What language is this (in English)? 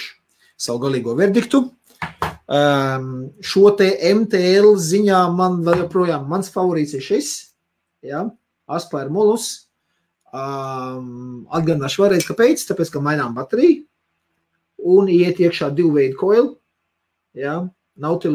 Latvian